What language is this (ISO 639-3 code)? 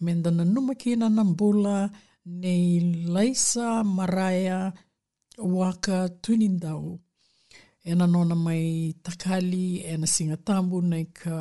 fij